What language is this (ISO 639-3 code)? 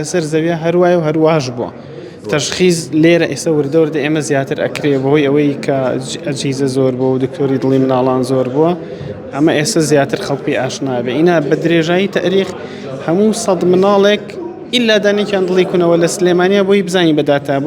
ckb